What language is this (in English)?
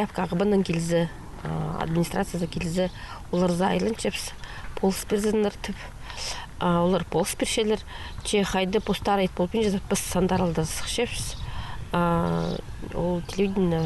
Khakas